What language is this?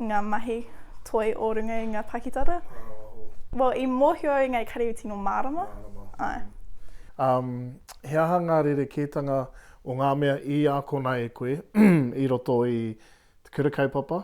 Māori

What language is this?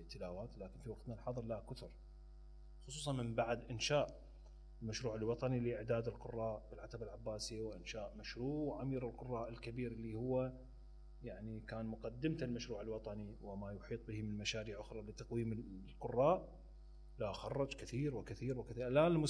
Mesopotamian Arabic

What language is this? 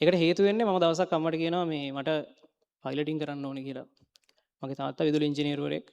Sinhala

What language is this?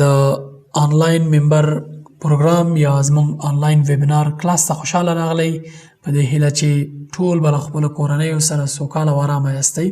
Pashto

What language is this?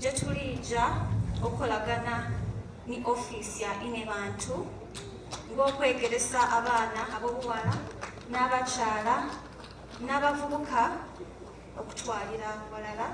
Soga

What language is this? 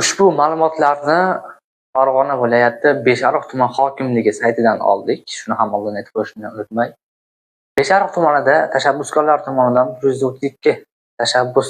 Uzbek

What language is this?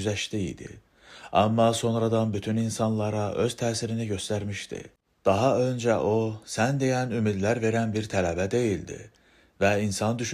Azerbaijani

